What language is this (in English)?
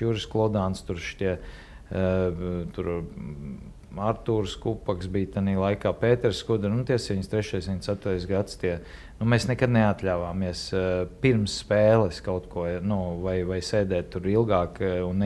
Latvian